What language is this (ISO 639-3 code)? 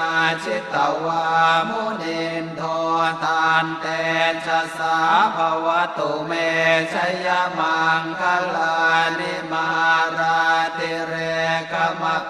pli